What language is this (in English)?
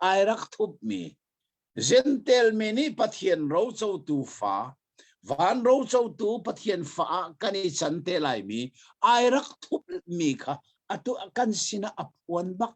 Hakha Chin